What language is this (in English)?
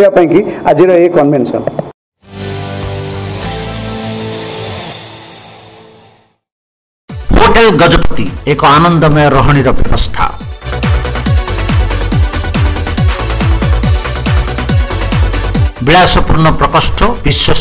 Odia